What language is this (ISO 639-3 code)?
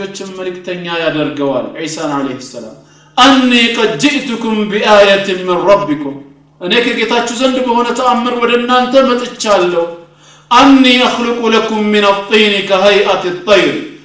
amh